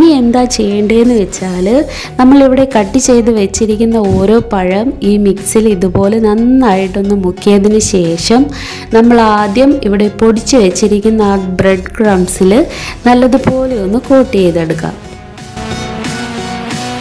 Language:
Malayalam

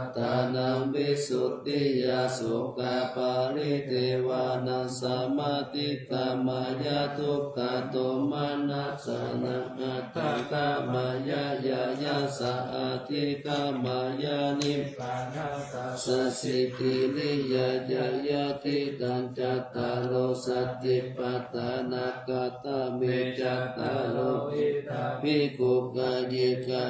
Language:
Pali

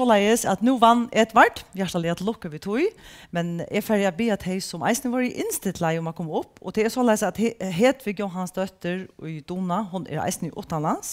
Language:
Faroese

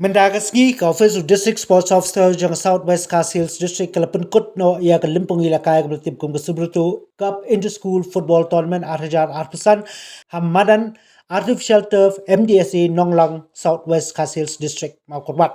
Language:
Khasi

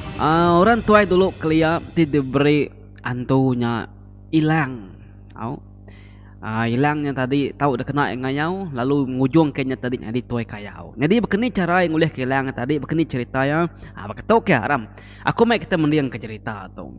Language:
Iban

